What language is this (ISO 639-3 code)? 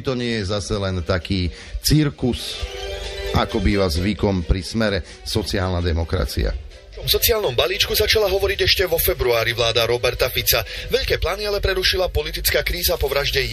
slk